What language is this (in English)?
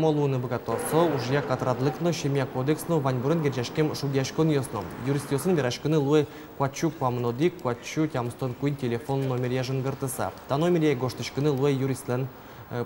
Udmurt